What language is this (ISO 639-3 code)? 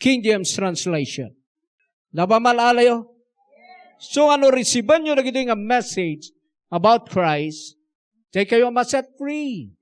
ilo